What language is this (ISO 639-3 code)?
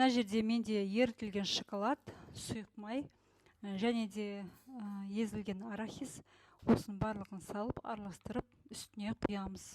kaz